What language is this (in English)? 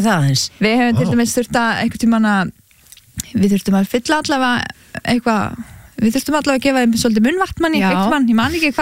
Icelandic